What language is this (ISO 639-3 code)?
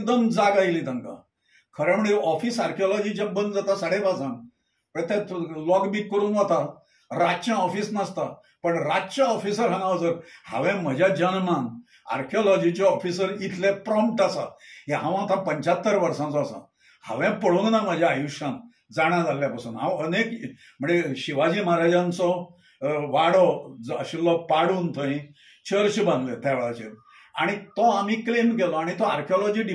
kok